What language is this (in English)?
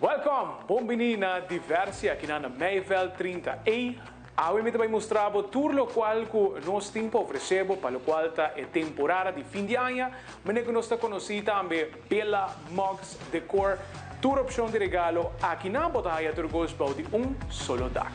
Papiamento